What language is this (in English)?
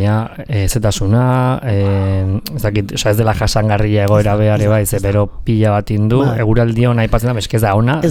Basque